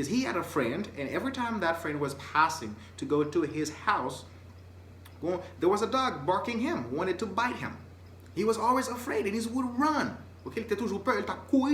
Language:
Haitian Creole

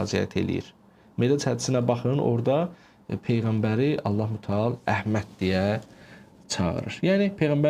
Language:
Azerbaijani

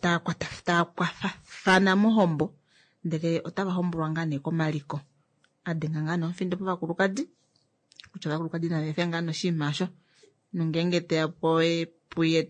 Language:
Kuanyama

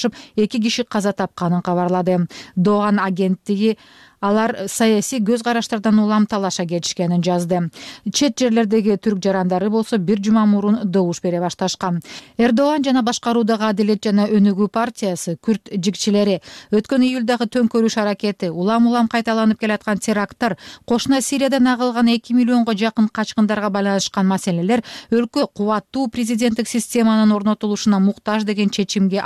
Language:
Kyrgyz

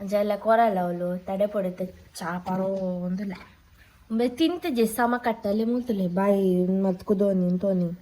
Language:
Tulu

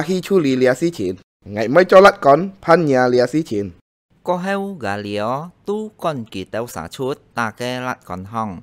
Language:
Hakka Chinese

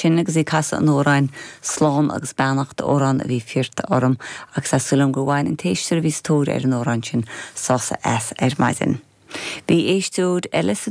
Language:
Irish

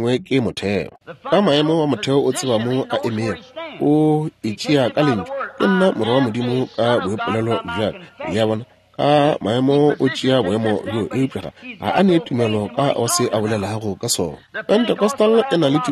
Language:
Northern Sotho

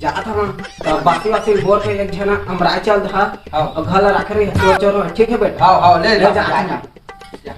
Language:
Chhattisgarhi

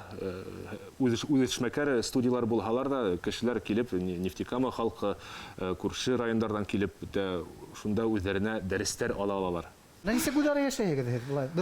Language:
Bashkir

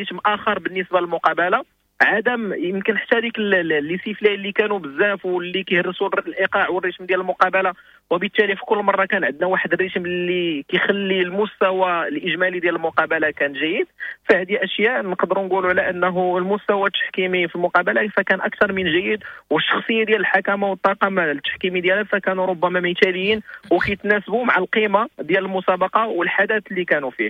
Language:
Moroccan Arabic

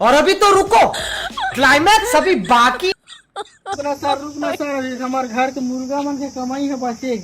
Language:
Chhattisgarhi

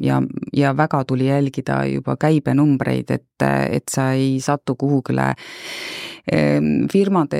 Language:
Estonian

